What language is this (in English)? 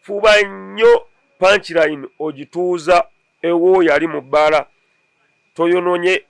Ganda